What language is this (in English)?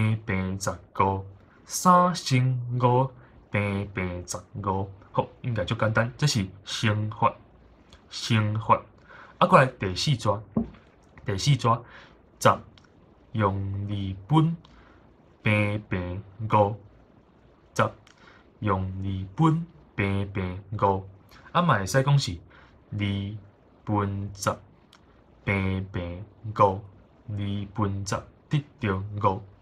Min Nan Chinese